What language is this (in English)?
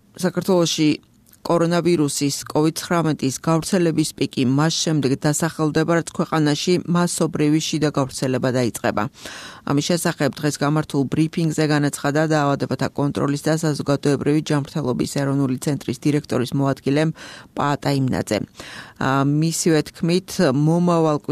Georgian